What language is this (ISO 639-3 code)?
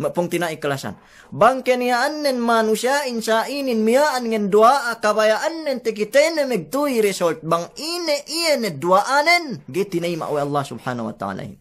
yka